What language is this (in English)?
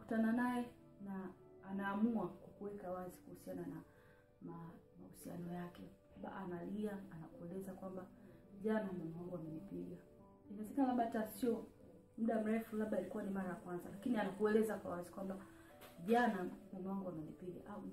Swahili